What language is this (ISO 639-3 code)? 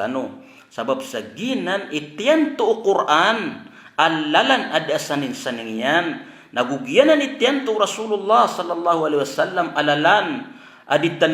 mrw